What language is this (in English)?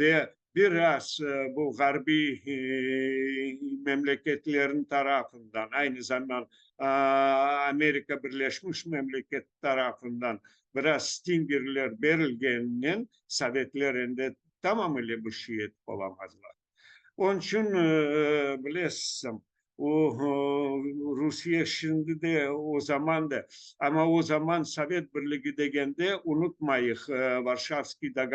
Crimean Tatar